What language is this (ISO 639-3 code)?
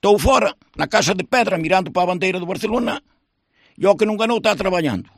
glg